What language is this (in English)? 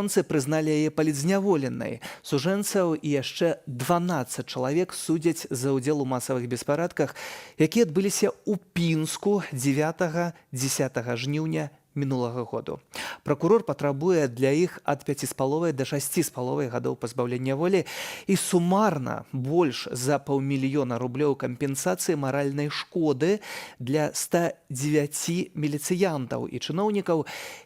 Belarusian